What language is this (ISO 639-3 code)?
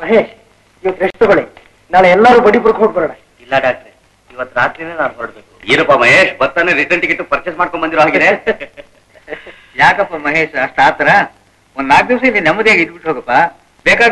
kan